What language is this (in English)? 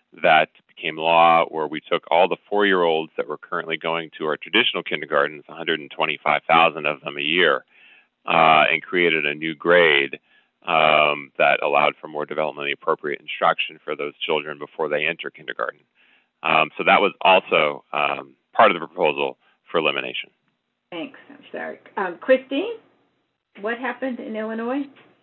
English